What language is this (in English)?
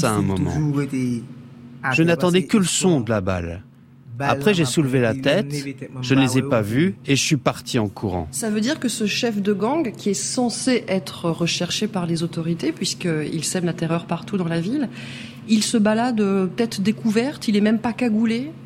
French